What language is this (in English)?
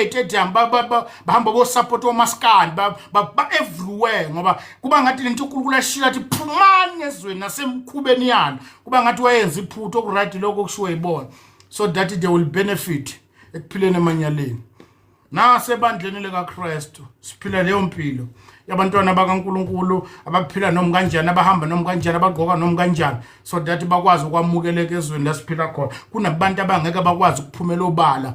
Zulu